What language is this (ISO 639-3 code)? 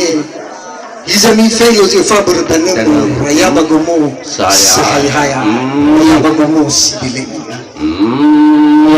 nia